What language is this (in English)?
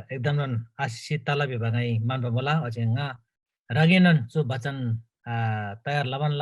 Eastern Tamang